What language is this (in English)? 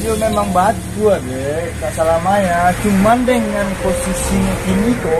Minangkabau